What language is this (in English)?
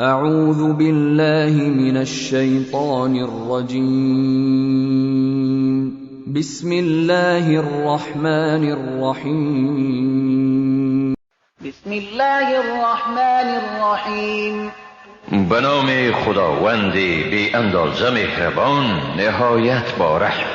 Persian